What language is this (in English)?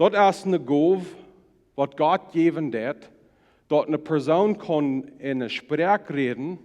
Plautdietsch